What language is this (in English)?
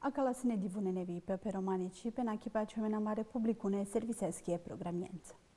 Bosnian